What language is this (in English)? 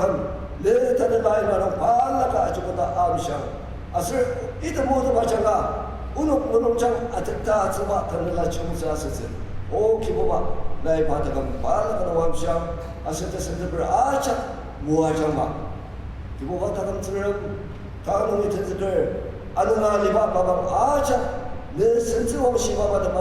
Ao Naga